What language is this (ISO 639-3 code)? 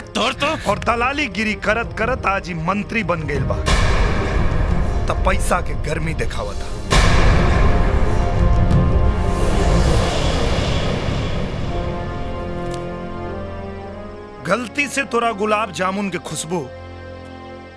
bho